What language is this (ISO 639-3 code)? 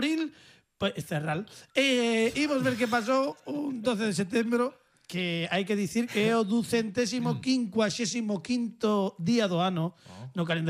glg